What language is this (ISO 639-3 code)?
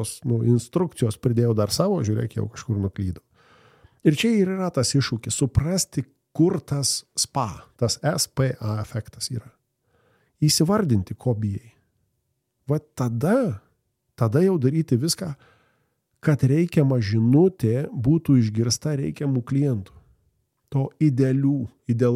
lit